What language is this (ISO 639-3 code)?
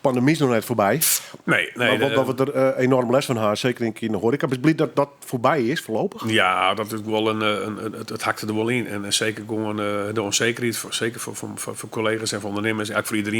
fry